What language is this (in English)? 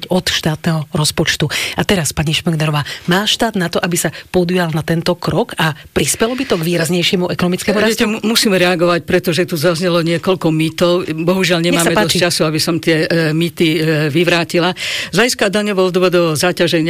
Slovak